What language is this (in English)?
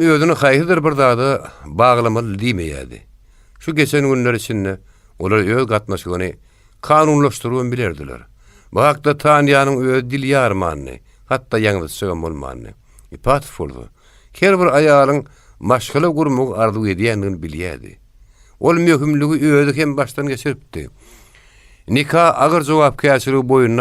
Turkmen